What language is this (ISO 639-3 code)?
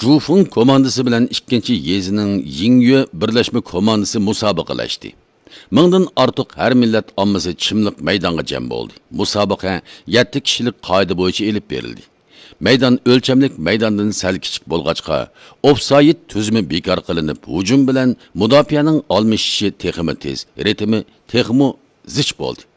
uig